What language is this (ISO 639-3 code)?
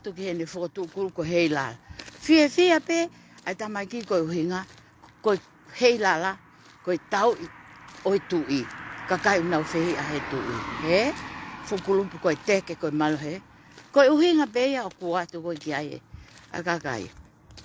ton